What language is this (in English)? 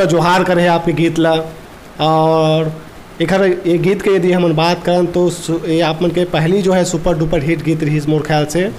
Chhattisgarhi